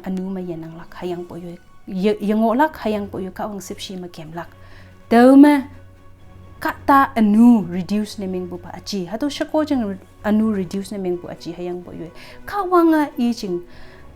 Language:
Konyak Naga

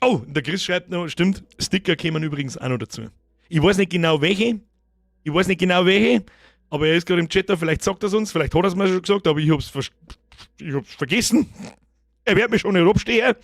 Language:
Bavarian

